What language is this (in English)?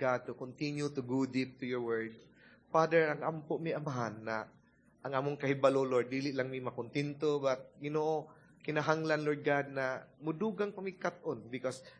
Cebuano